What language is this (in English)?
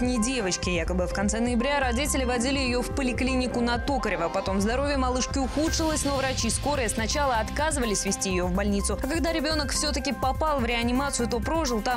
Russian